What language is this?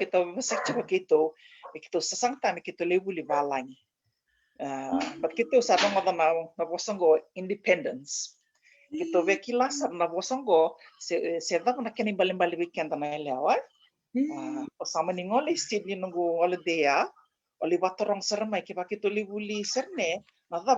Fijian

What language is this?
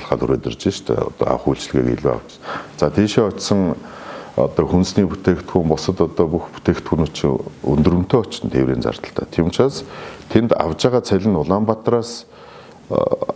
Mongolian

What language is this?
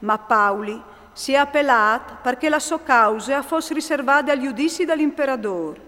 Friulian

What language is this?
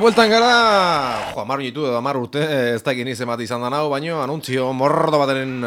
Basque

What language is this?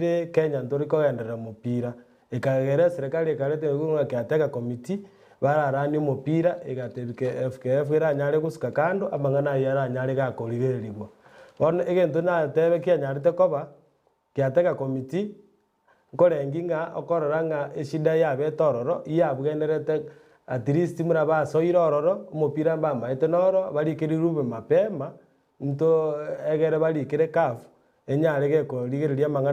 Gusii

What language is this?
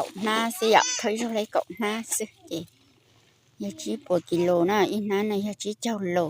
Hmong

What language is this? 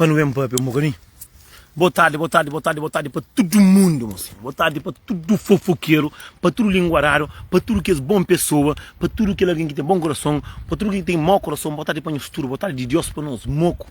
Kabuverdianu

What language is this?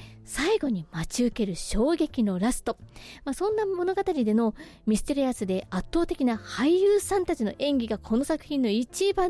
Japanese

